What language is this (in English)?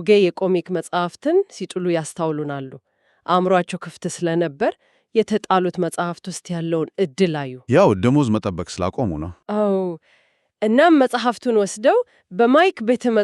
Amharic